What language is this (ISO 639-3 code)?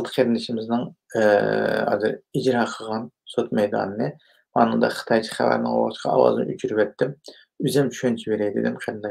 uig